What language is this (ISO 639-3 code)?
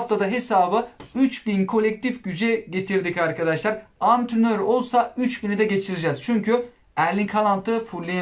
tur